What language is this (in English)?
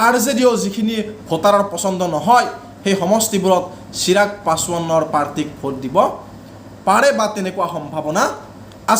Assamese